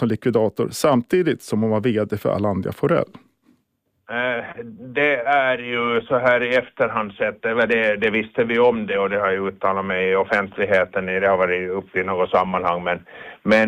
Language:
Swedish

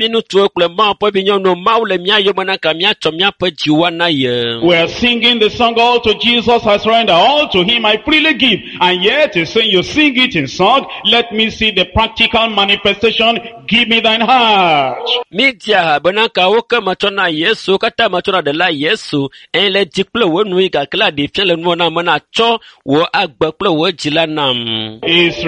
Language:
Ewe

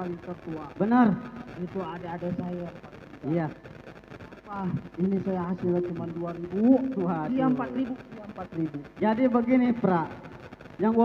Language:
Betawi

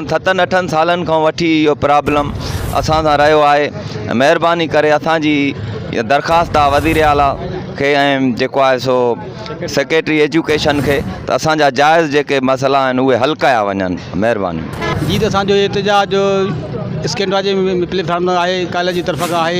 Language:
Sindhi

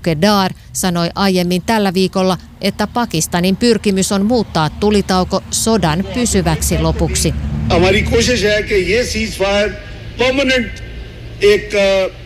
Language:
Finnish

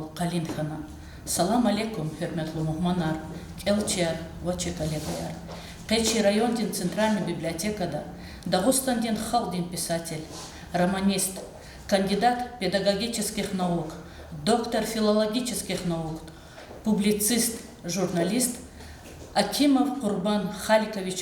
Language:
Lezghian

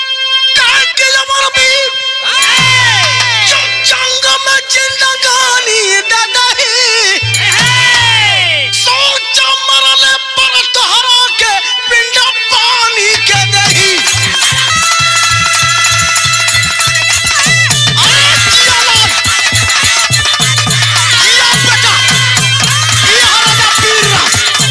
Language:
Bhojpuri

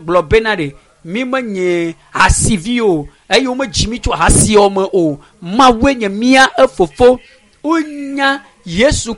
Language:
Ewe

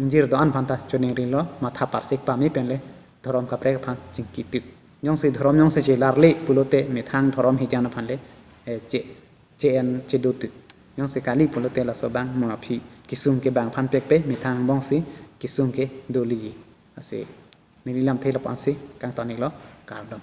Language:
Karbi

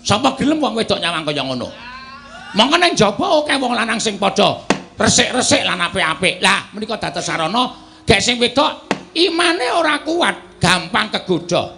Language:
Javanese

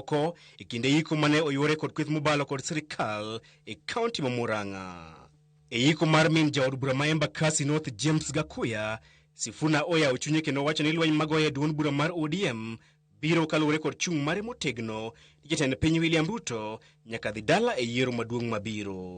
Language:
Luo (Kenya and Tanzania)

